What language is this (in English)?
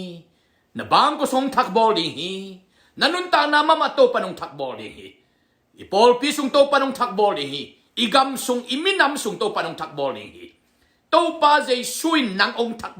Tedim Chin